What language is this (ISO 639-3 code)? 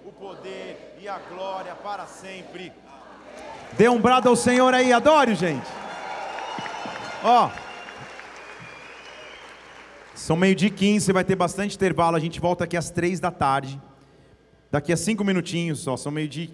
por